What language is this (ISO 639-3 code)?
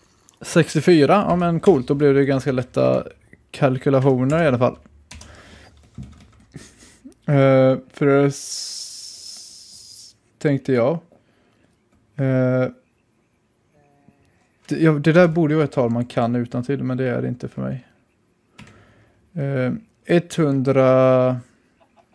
swe